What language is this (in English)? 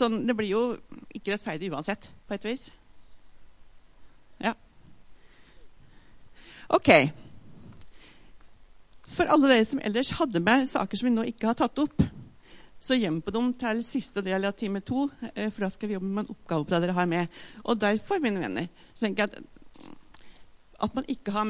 Norwegian